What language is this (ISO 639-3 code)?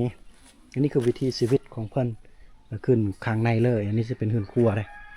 lao